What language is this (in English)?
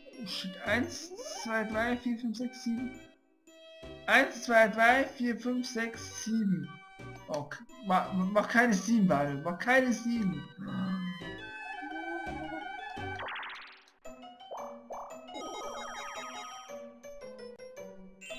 German